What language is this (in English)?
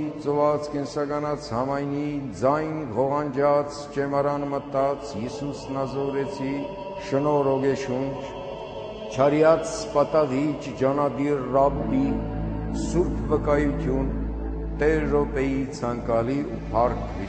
Armenian